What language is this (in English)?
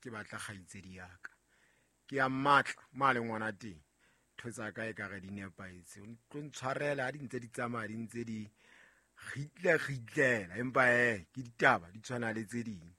Southern Sotho